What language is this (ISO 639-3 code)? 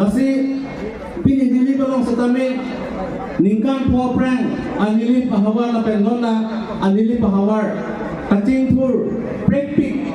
mjw